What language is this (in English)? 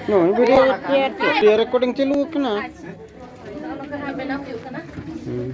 Santali